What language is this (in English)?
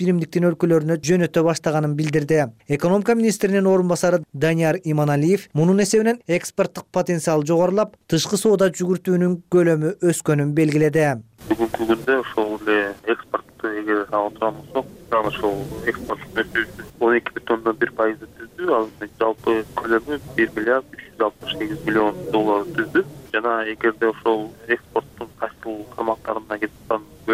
Kyrgyz